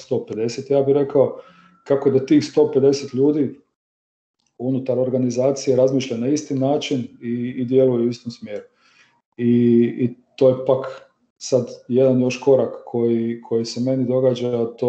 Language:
Croatian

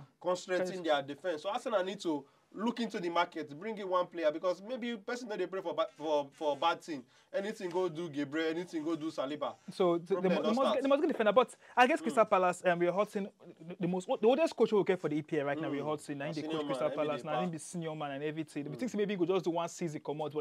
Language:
Nigerian Pidgin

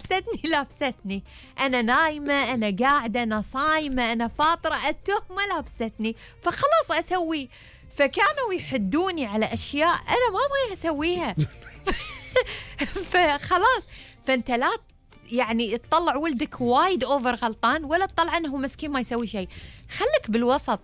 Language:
Gulf Arabic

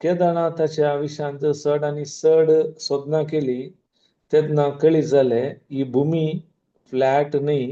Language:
Konkani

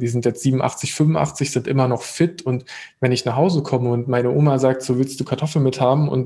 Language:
German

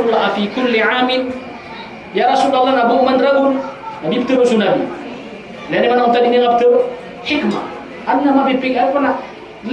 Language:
Maranao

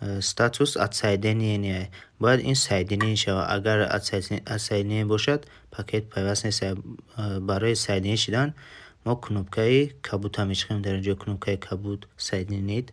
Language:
Tajik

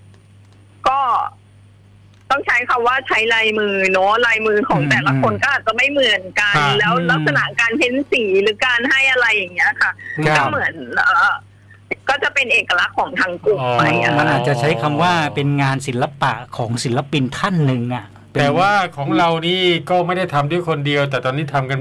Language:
Thai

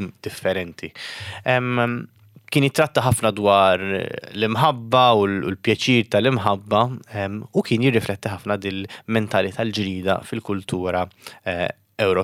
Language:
Maltese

